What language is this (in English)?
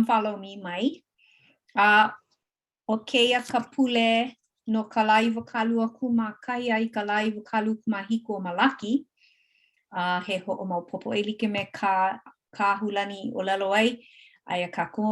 Hawaiian